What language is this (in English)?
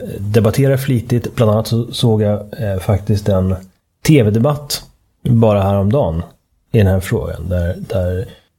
Swedish